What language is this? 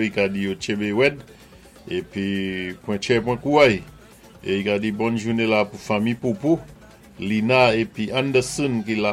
Saint Lucian Creole French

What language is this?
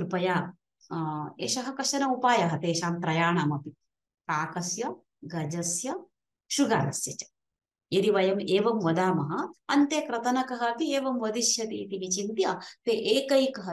Sanskrit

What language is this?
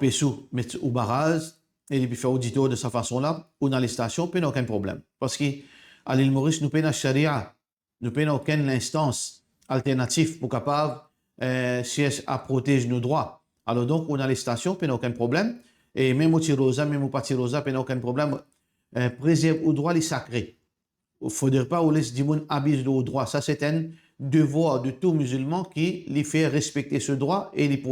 Morisyen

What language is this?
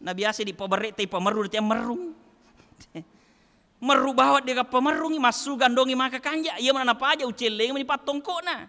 Buginese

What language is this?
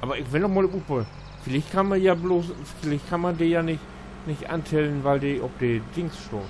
Low German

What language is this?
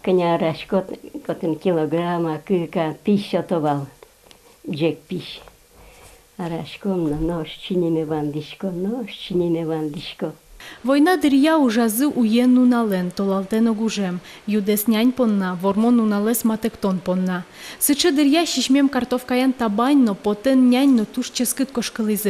Udmurt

